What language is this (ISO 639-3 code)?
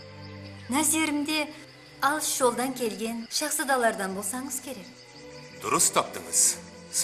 kaa